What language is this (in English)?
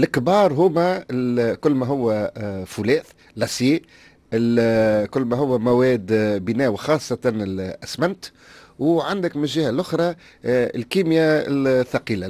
Tunisian Arabic